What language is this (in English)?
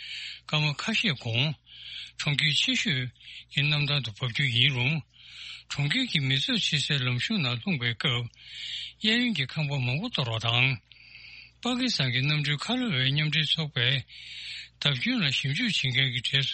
Tibetan